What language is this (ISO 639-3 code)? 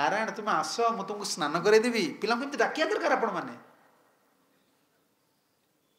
ori